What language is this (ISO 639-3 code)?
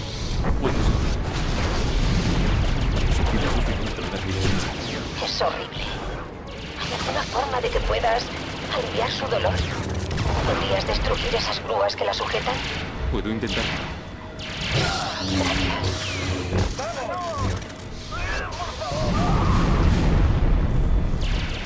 spa